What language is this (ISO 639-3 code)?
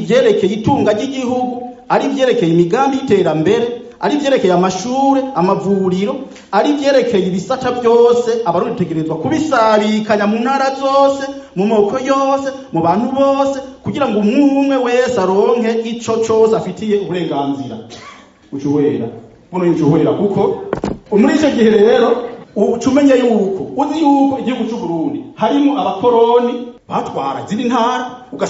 run